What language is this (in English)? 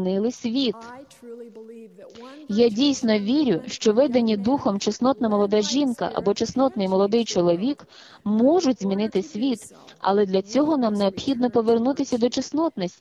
Ukrainian